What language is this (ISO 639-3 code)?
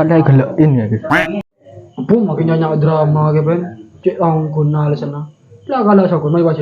mad